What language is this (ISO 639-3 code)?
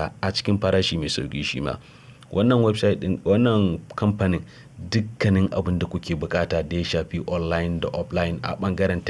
hau